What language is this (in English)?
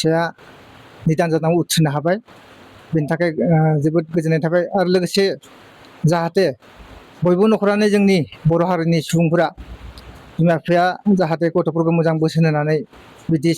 Bodo